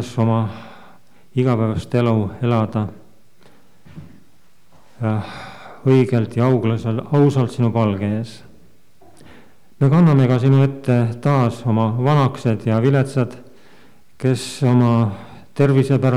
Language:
Estonian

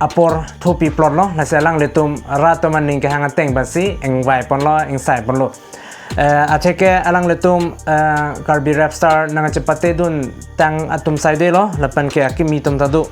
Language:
Karbi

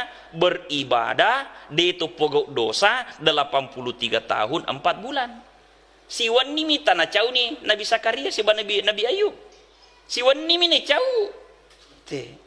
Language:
Buginese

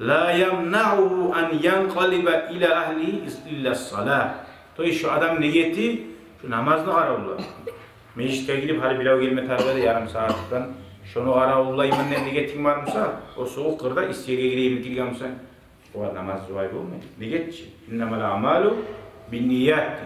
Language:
Kumyk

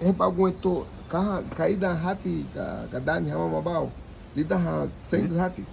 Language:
Garifuna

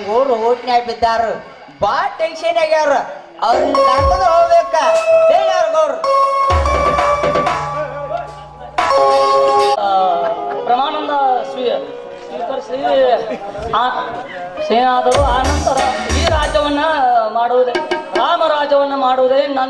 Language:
Kannada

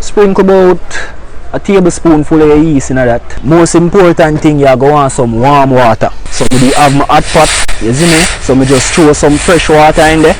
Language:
Jamaican Creole English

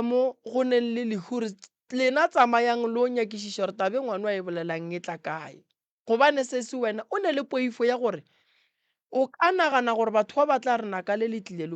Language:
Northern Sotho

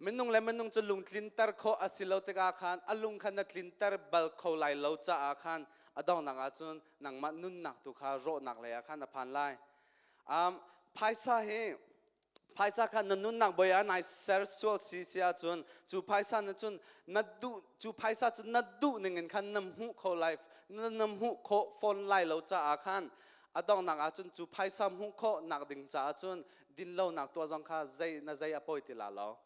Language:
Hakha Chin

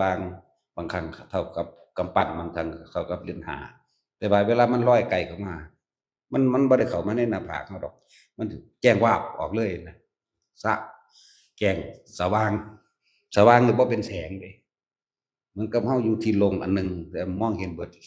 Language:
Northeastern Thai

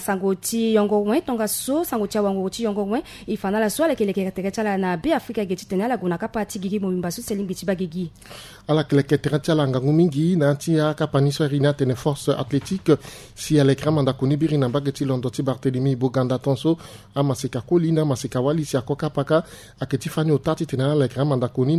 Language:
Sango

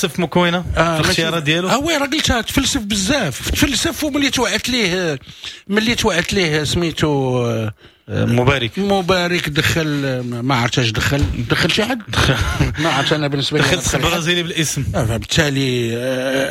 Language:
Moroccan Arabic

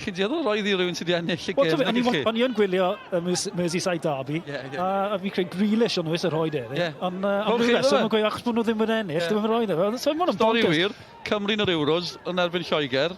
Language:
Welsh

